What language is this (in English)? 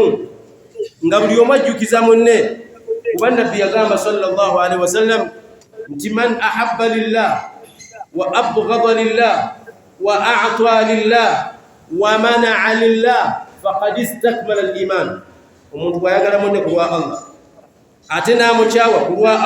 Ganda